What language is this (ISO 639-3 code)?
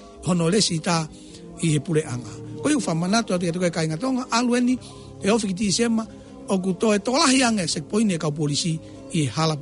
ton